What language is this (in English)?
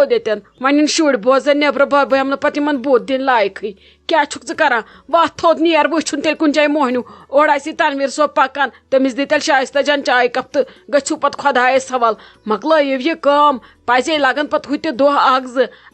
Kashmiri